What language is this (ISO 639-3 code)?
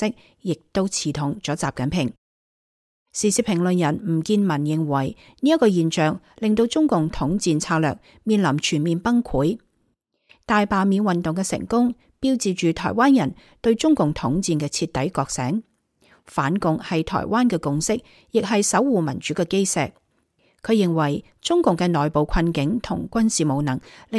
yue